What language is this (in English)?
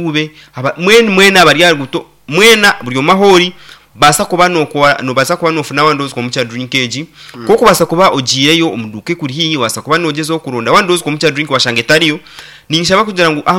Nyankole